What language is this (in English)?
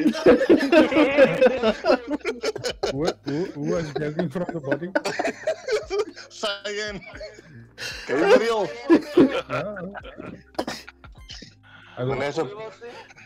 Afrikaans